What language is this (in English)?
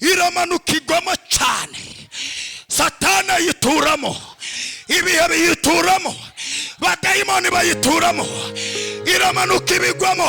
Kinyarwanda